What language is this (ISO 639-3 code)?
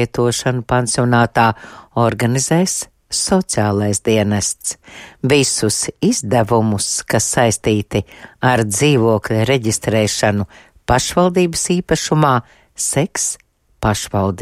lav